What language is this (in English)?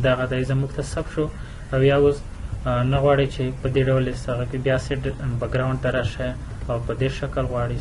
Pashto